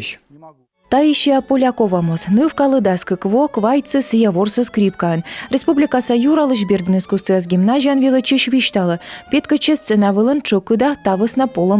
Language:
Komi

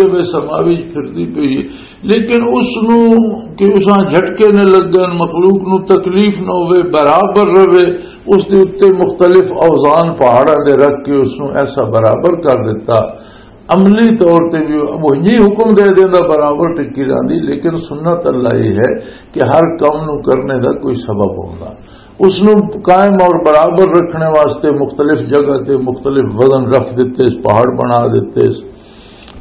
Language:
Western Panjabi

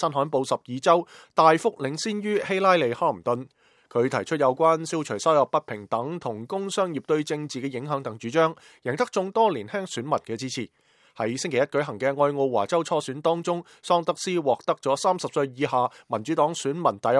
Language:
Cantonese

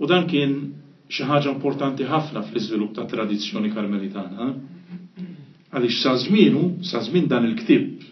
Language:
Maltese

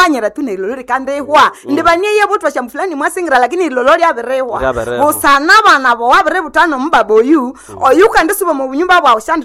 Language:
Nande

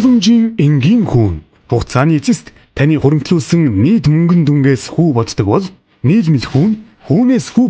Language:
Mongolian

